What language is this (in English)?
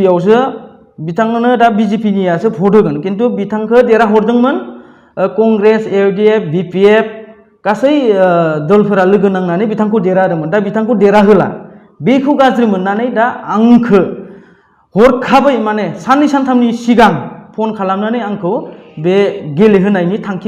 Bodo